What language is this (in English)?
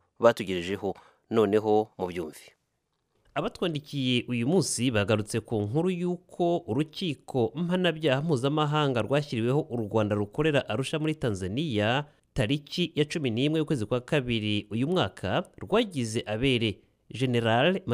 Kinyarwanda